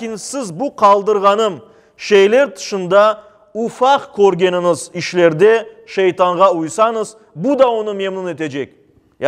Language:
Crimean Tatar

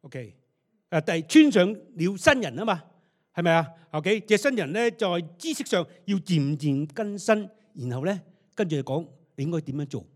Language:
Cantonese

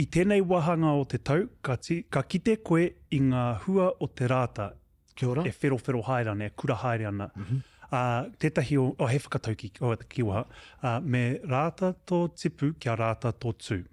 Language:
Māori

